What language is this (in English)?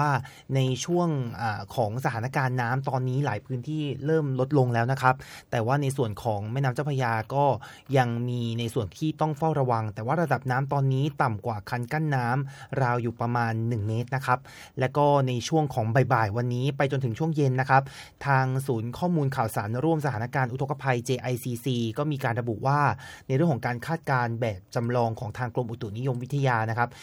Thai